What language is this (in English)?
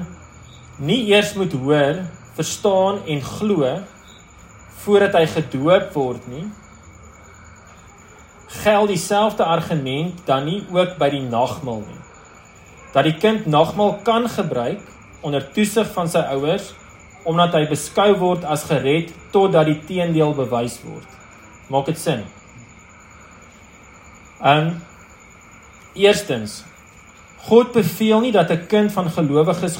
Afrikaans